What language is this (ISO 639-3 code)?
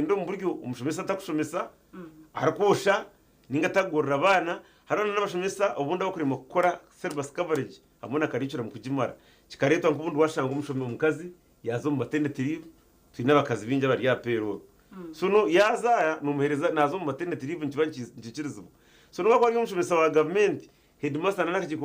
nyn